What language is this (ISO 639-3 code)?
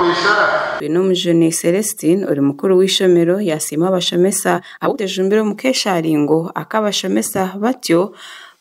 nyn